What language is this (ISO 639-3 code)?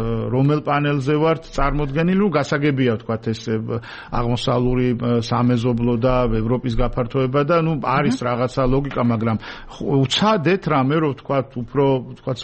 kat